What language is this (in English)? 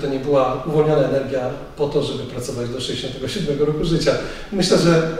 Polish